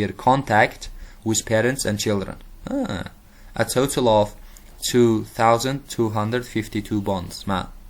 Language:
Uzbek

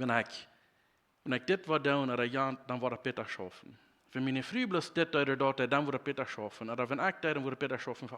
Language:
Plautdietsch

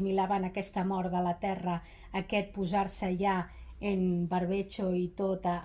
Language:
Catalan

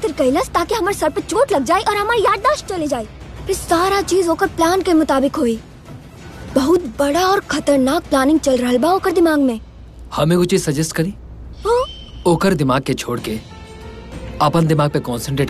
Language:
Bhojpuri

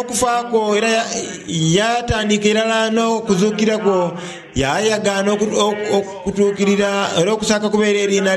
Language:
Soga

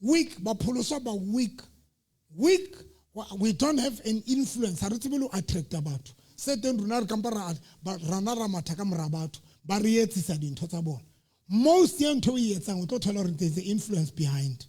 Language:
Southern Sotho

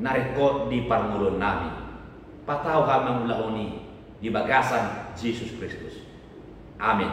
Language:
Batak Toba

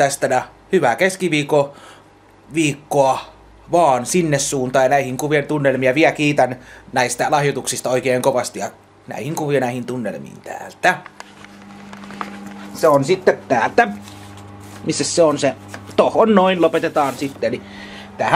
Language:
Finnish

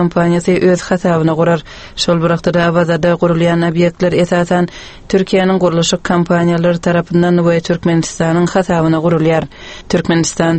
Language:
Turkmen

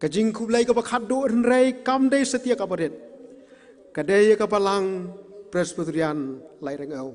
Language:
Khasi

